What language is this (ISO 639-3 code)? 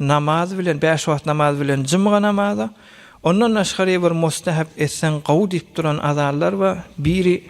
tuk